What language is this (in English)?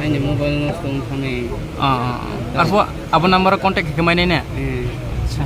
Riang (India)